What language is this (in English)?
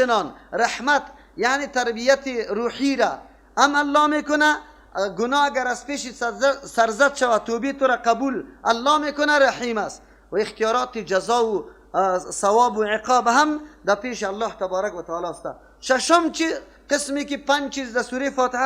Persian